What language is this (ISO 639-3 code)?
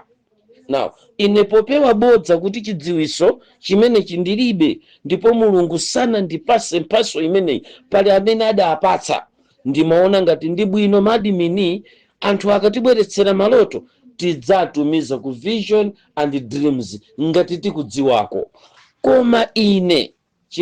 nya